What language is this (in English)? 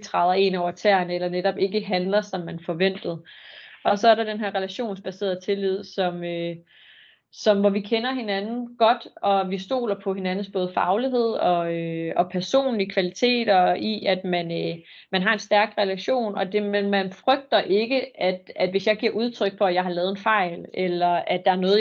Danish